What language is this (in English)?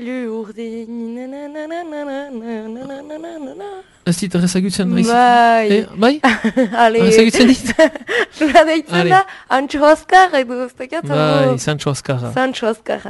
Basque